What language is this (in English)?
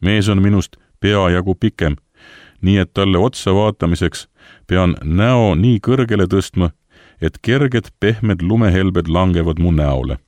Estonian